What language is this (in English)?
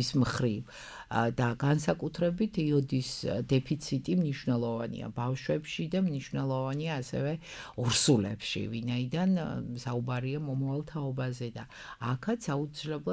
Georgian